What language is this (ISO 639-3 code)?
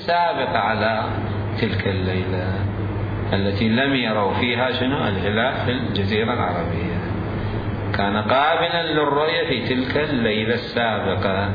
acm